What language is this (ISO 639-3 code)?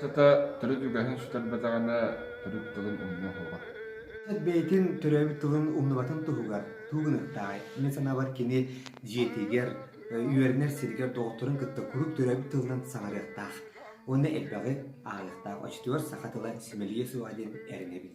sah